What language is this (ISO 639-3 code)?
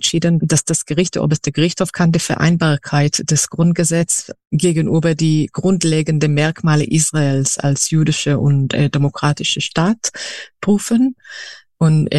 deu